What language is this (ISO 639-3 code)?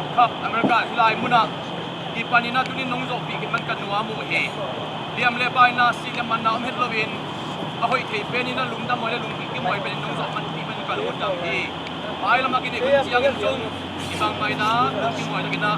ctd